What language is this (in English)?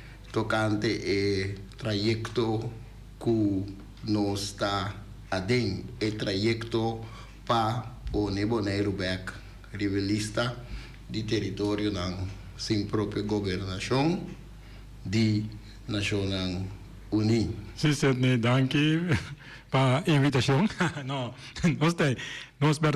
Papiamento